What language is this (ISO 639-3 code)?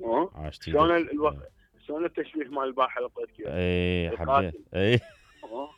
acm